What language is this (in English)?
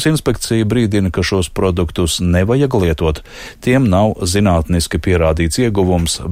Latvian